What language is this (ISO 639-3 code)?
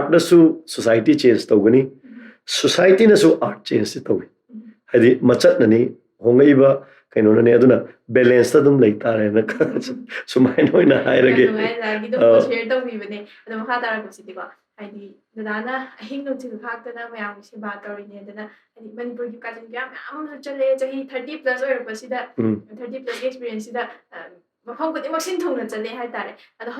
mni